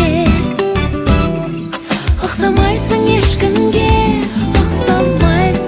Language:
Kazakh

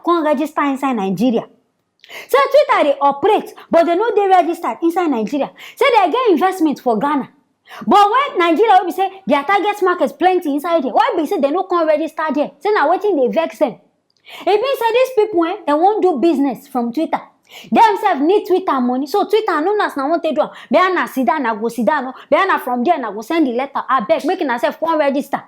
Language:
Nigerian Pidgin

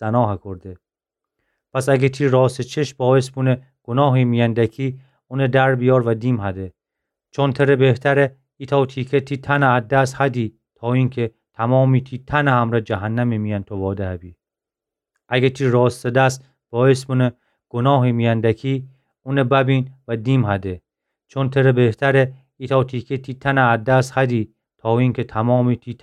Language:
Gilaki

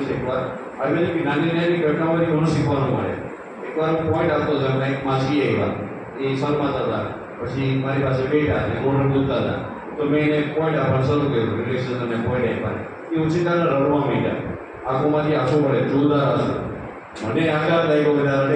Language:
Gujarati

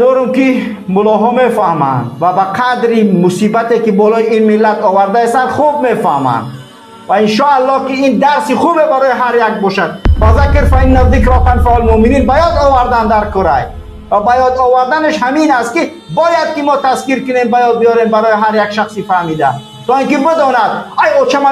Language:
Persian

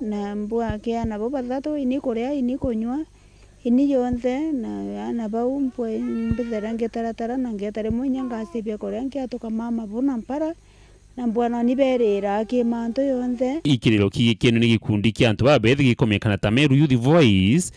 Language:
Meru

